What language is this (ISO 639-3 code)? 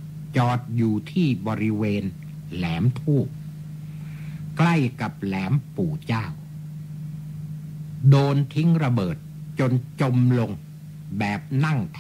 tha